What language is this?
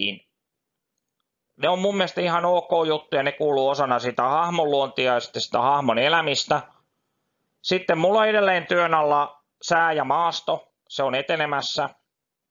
Finnish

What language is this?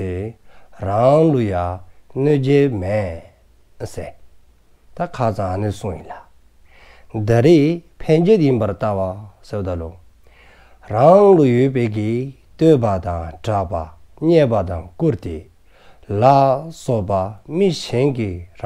Dzongkha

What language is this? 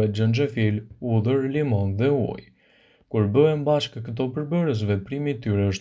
Albanian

